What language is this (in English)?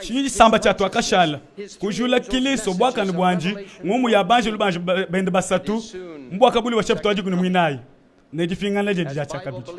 Luba-Lulua